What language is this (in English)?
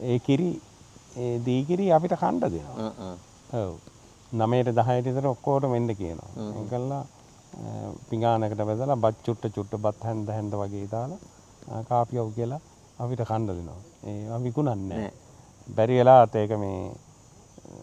Sinhala